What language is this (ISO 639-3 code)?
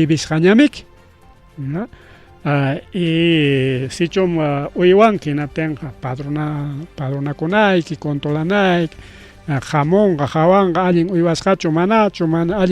quy